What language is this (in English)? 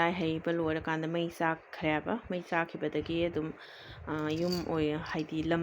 Manipuri